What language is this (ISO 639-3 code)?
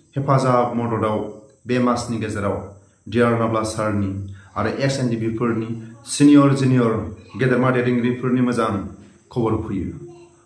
brx